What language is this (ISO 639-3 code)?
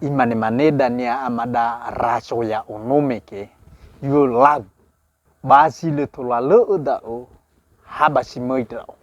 nia